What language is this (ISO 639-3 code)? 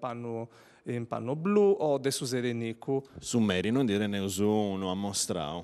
srd